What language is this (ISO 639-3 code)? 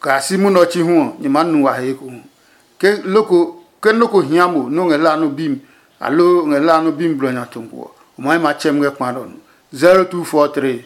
ada